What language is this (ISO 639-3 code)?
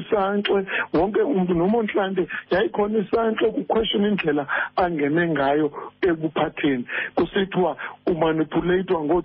xho